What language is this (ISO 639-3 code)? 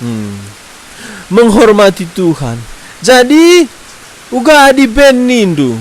btx